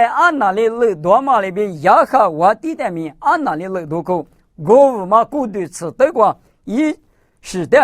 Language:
Lisu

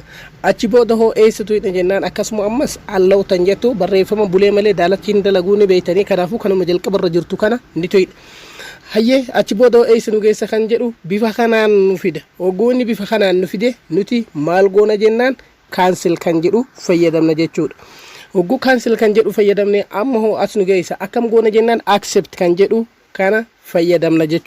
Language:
Oromo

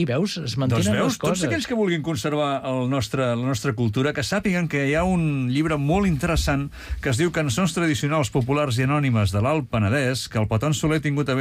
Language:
Catalan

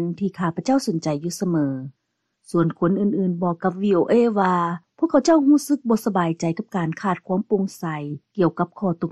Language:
Lao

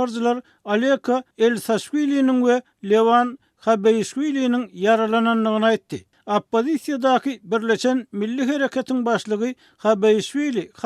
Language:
Turkmen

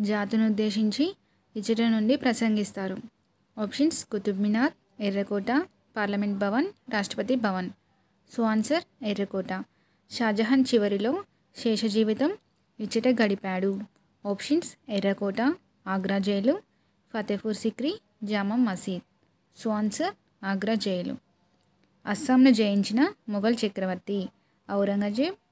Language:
Telugu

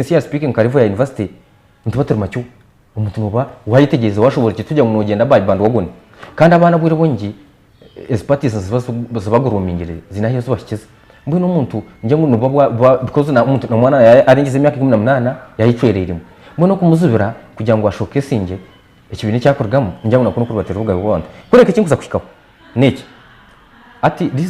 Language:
Nyankole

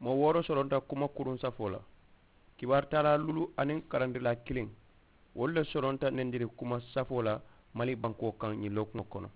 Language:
Mandingo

